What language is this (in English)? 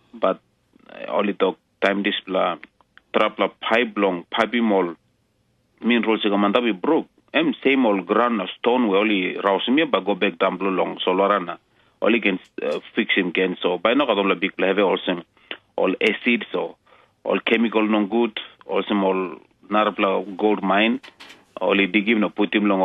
Tok Pisin